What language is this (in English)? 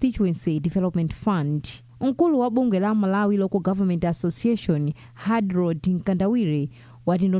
Nyanja